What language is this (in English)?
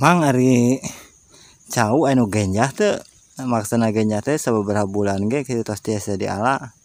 Sundanese